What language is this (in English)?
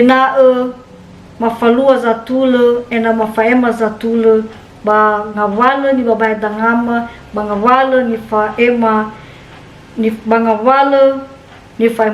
Nias